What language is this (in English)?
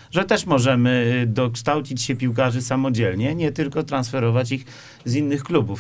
Polish